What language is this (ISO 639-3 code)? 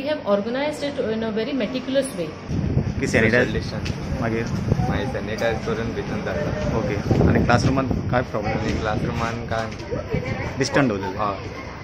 kok